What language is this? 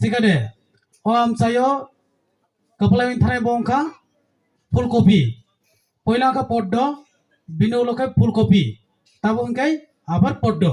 Kok Borok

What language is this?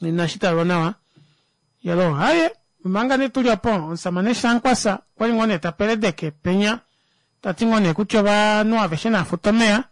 Kuanyama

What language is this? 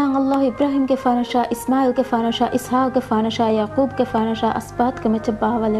Divehi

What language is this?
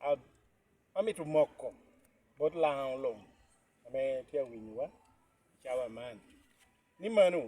Lango (Uganda)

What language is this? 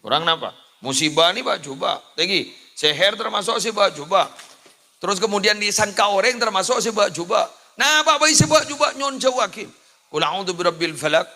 Madurese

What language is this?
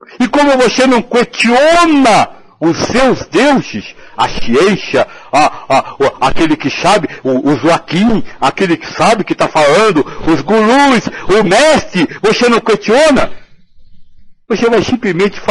Portuguese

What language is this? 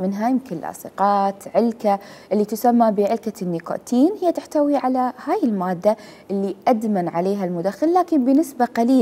Mesopotamian Arabic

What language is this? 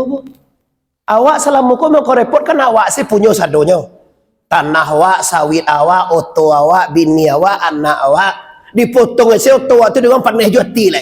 Minangkabau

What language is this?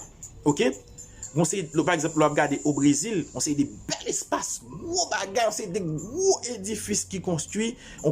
Haitian Creole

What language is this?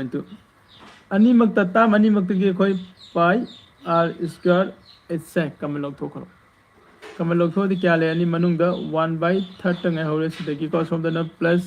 Manipuri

